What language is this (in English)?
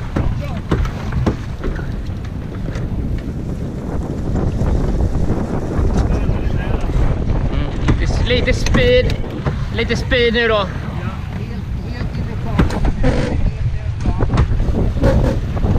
Swedish